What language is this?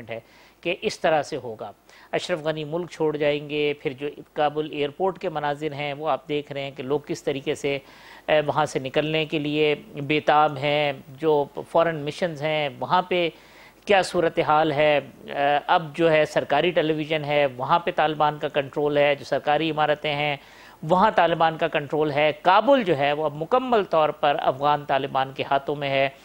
Urdu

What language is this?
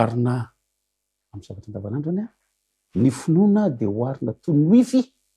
Malagasy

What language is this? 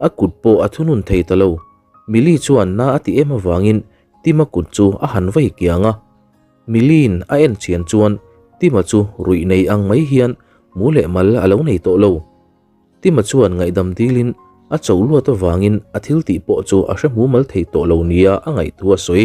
Mizo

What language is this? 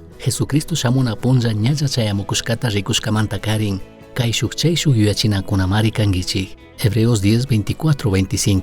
Chimborazo Highland Quichua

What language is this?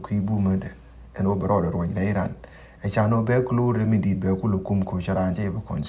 Nuer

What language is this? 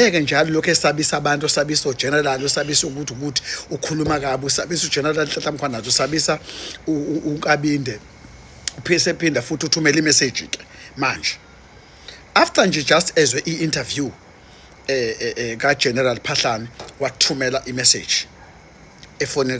Zulu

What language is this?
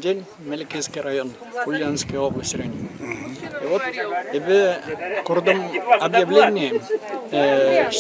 Chuvash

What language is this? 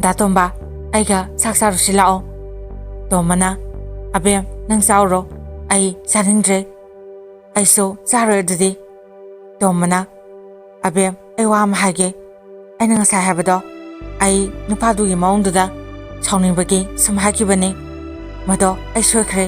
Manipuri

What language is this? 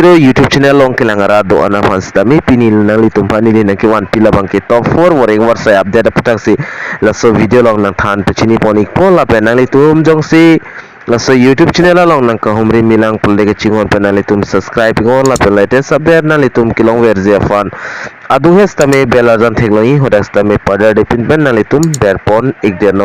Karbi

